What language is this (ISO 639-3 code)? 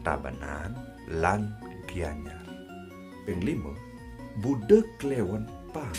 ban